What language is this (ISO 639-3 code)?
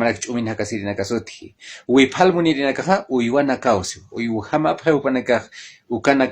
aym